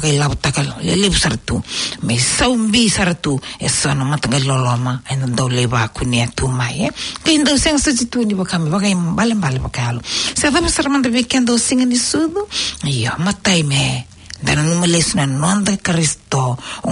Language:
Fijian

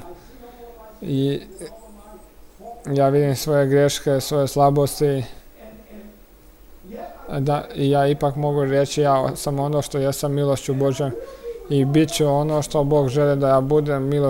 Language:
Croatian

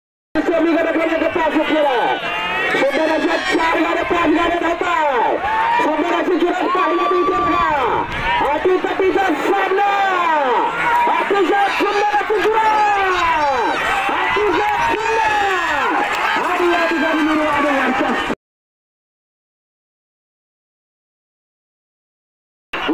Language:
Marathi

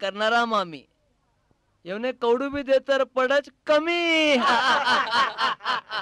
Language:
Marathi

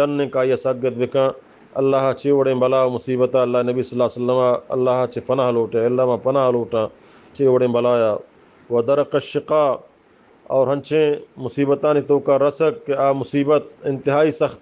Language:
Eastern Balochi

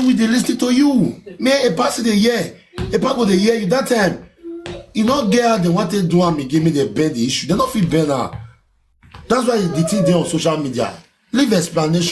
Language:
Nigerian Pidgin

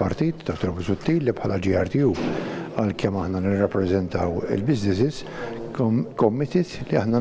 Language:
Maltese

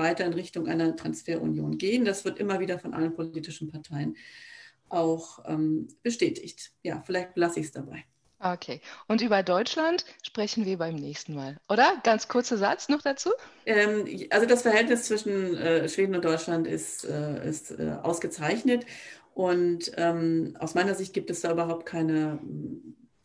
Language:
German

